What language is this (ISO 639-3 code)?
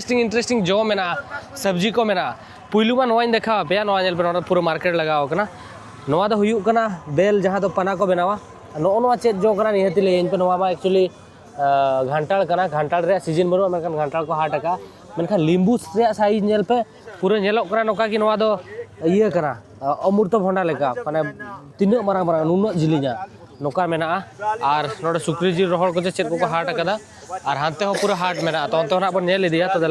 sat